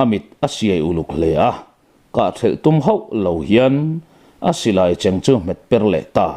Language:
Mizo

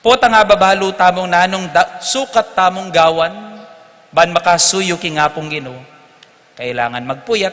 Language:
Pampanga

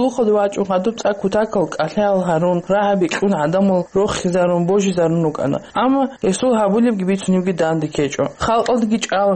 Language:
Avaric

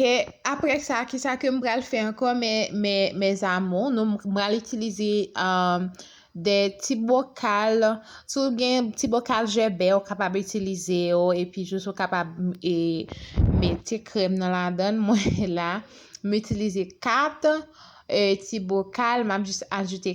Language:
Haitian Creole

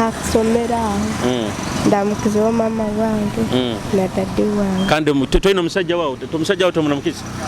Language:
Nyoro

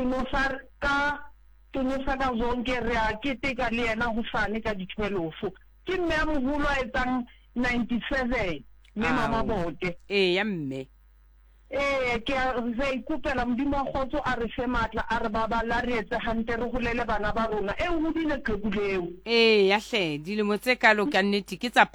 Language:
Southern Sotho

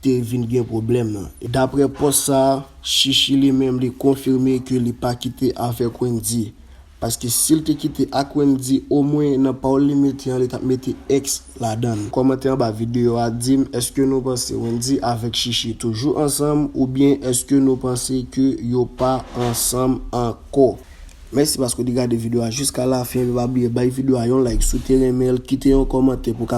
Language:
Haitian Creole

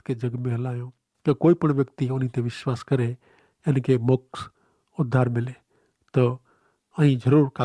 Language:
Kachhi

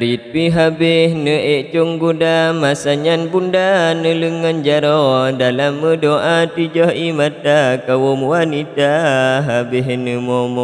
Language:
Achinese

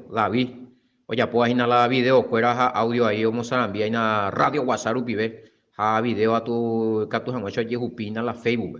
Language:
Guarani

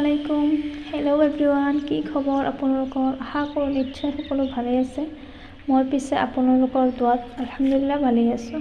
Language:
Assamese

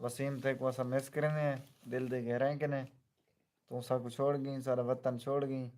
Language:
Saraiki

